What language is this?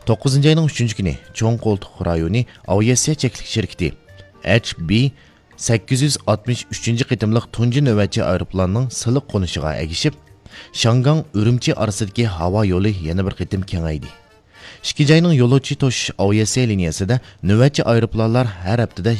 Uyghur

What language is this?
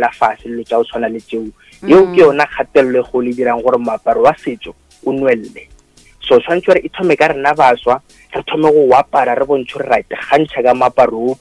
Northern Sotho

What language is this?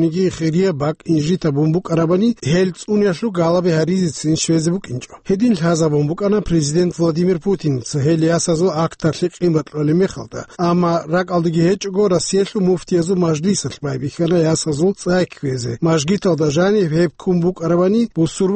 Avaric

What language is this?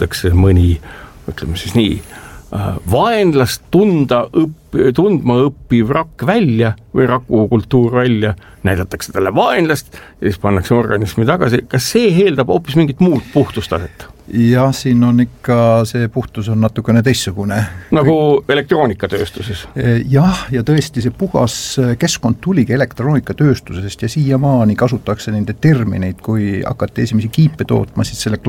Estonian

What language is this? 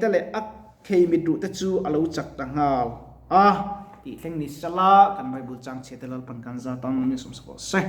Mizo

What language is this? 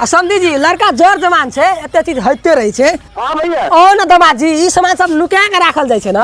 Maithili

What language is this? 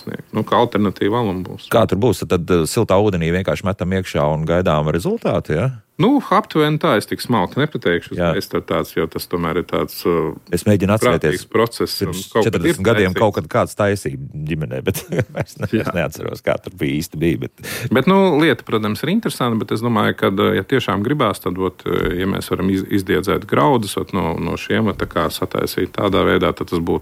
Latvian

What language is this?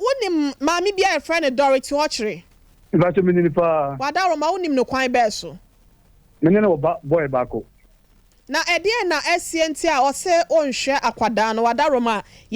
Akan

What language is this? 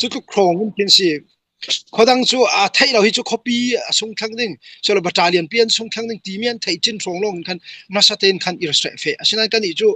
Falam Chin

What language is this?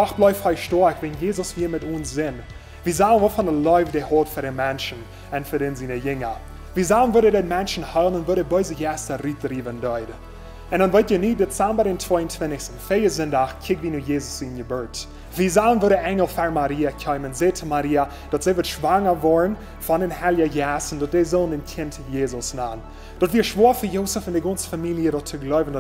Plautdietsch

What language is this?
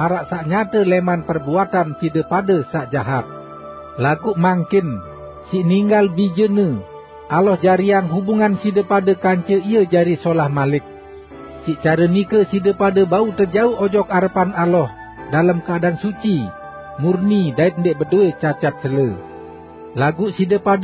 Sasak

